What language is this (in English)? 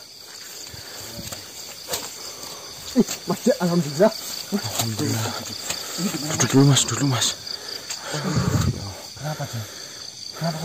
Indonesian